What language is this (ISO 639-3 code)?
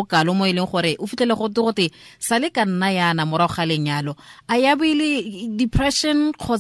tsn